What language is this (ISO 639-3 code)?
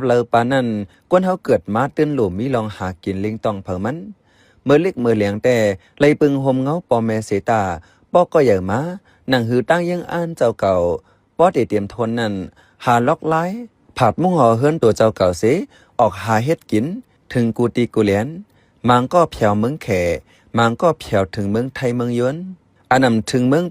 shn